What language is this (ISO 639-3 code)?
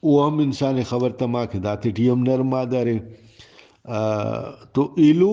brh